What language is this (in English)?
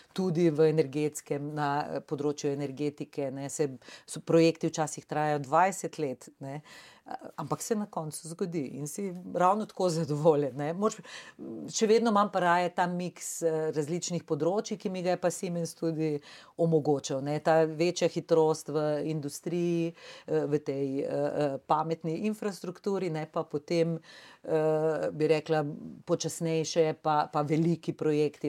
Slovenian